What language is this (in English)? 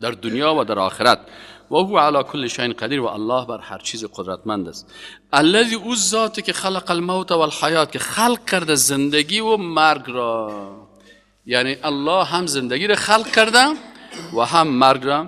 Persian